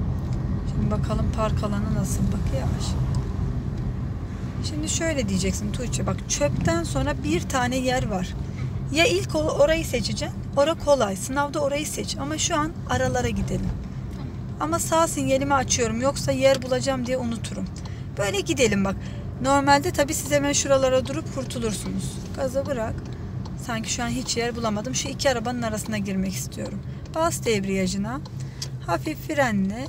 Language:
Turkish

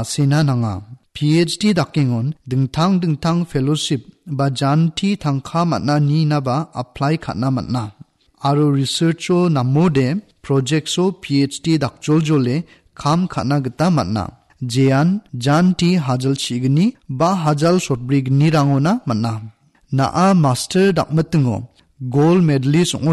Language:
Garo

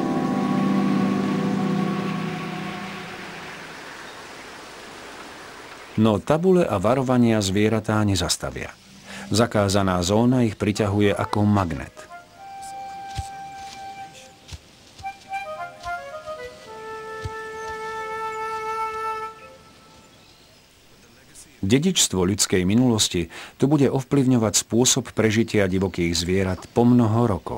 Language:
Slovak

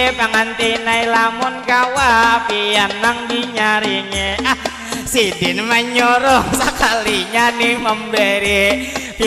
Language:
Banjar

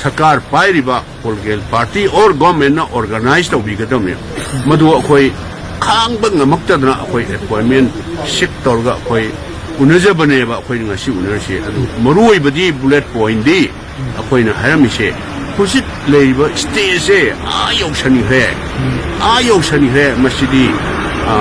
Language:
Manipuri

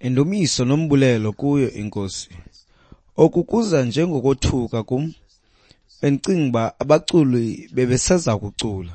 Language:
Xhosa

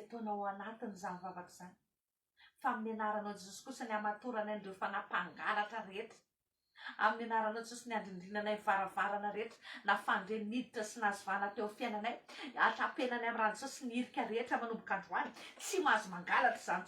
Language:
Malagasy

